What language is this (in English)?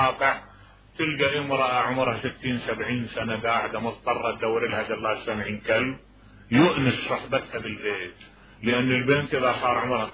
Mesopotamian Arabic